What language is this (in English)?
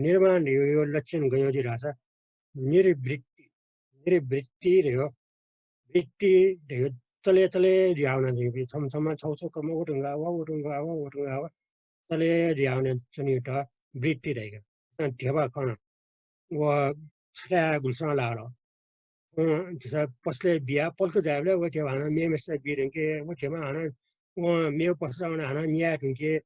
Newari